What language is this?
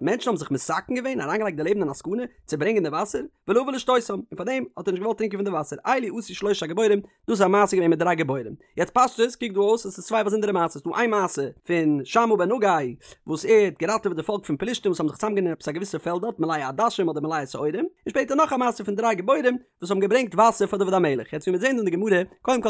Yiddish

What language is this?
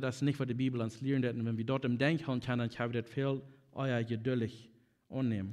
Plautdietsch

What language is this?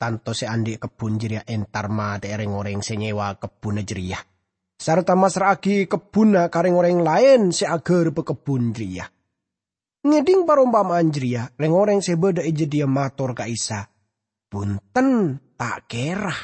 Madurese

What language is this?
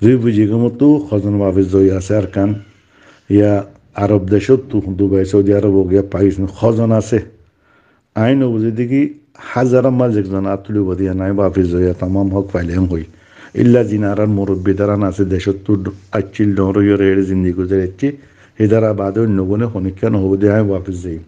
Rohingya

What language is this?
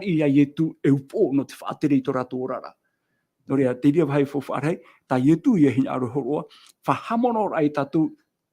Tahitian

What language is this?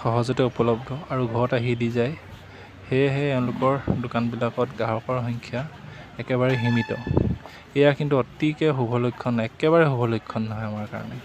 Assamese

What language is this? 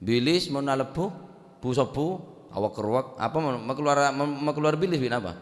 Madurese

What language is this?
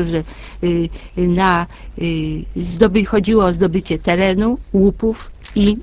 Polish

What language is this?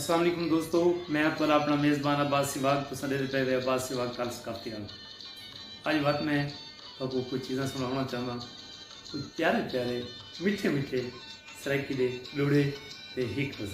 Saraiki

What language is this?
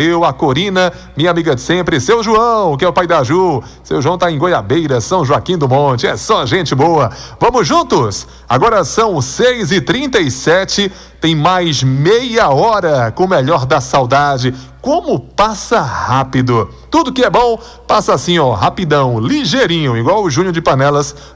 Portuguese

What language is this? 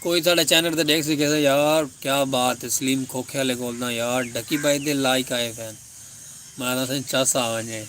Saraiki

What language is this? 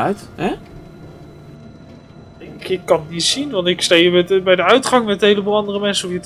Dutch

